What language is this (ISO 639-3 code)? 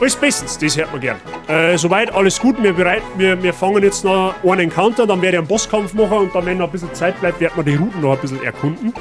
bar